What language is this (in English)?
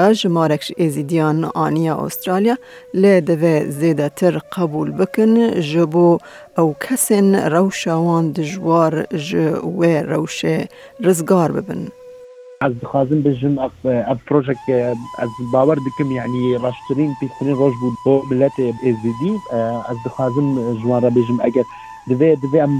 Kurdish